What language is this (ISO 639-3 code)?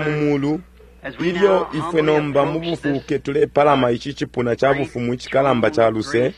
bem